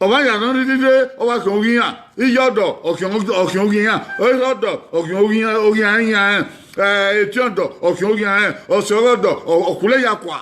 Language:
Bini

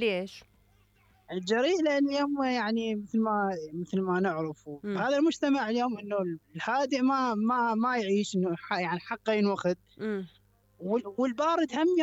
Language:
Mesopotamian Arabic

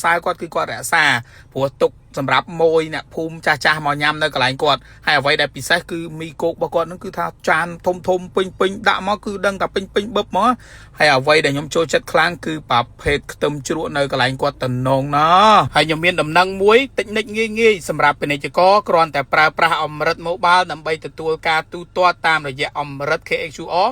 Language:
Khmer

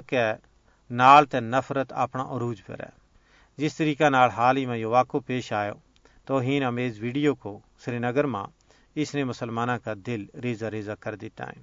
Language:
Gujari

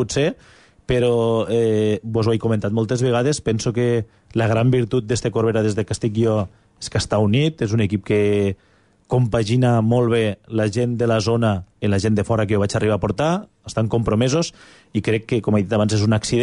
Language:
Catalan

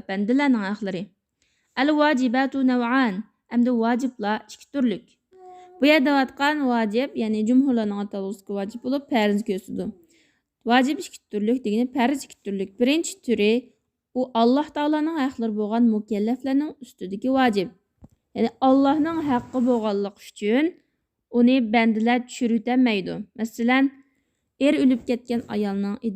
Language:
Uyghur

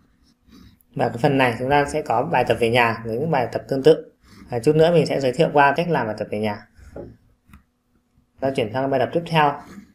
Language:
Vietnamese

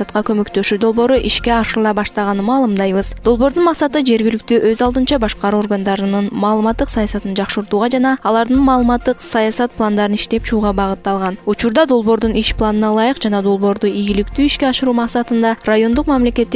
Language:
Kyrgyz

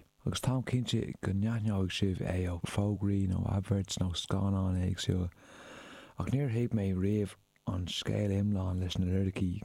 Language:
Irish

